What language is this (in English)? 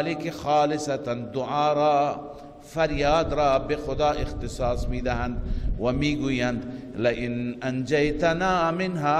Persian